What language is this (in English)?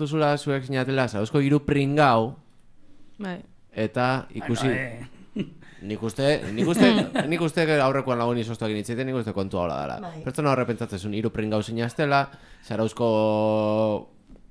Basque